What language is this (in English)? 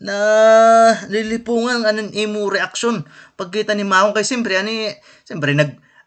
Waray